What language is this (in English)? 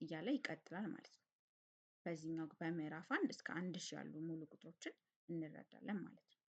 Amharic